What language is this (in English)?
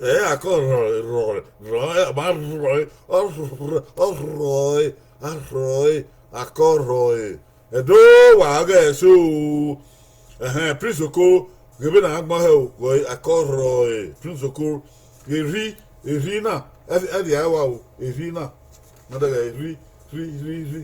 Bini